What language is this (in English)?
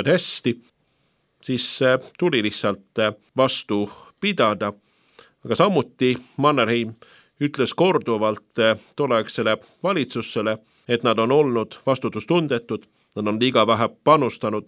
Estonian